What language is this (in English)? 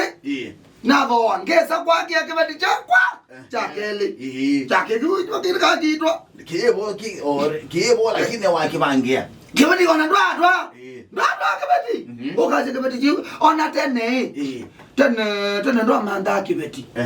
Kamba